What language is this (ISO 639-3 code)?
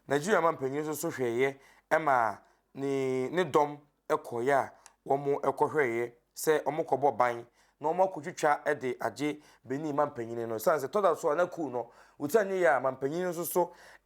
aka